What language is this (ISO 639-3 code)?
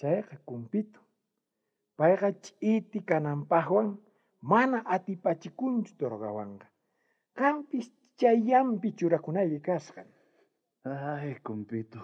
quh